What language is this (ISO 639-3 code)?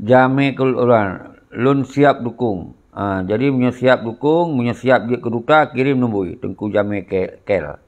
ace